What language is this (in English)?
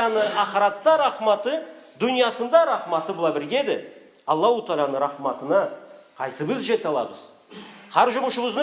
Karachay-Balkar